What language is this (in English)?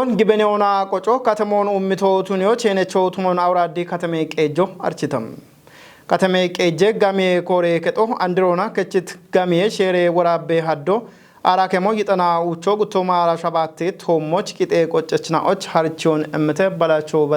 Kafa